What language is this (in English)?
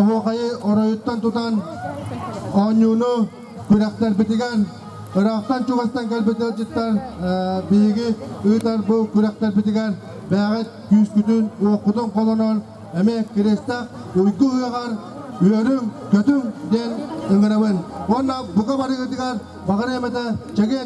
Yakut